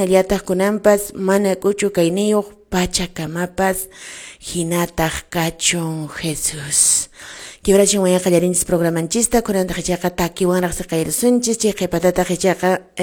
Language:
Quechua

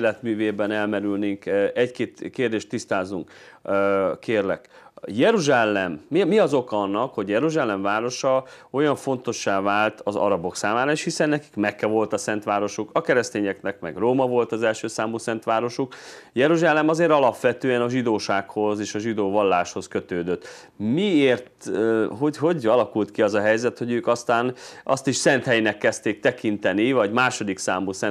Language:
Hungarian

